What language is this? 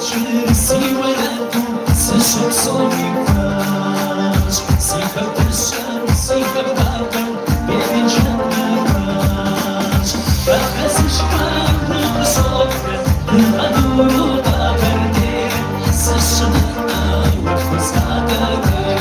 Kabardian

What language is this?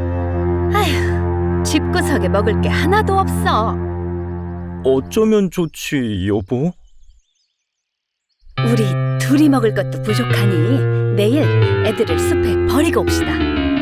Korean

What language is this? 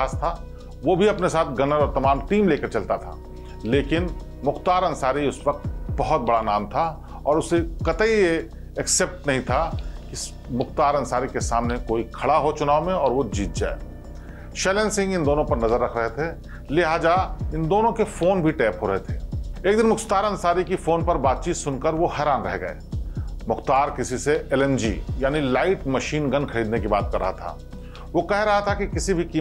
Hindi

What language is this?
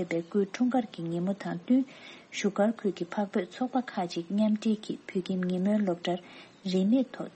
Tibetan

